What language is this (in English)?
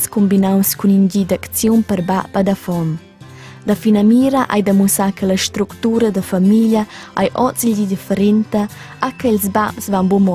Romansh